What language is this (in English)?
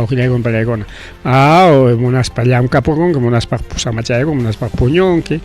Ayacucho Quechua